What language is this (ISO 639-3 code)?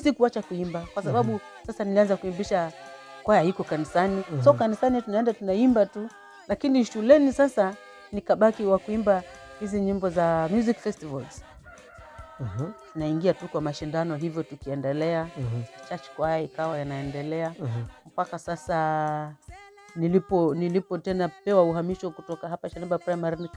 swa